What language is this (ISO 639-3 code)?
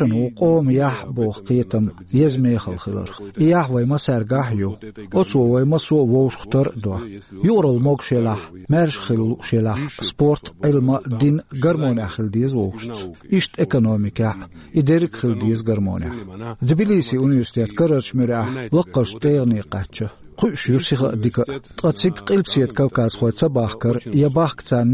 che